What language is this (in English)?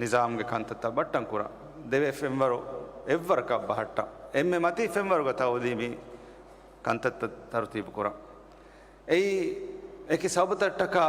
Divehi